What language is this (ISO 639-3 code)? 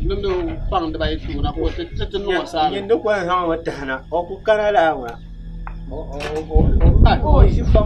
dag